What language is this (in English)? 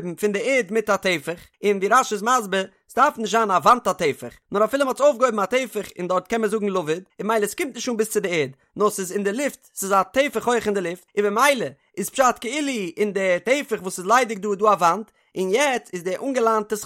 Yiddish